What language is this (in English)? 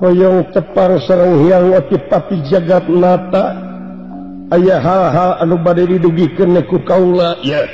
Sundanese